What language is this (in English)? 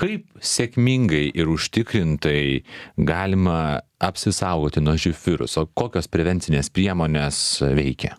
Lithuanian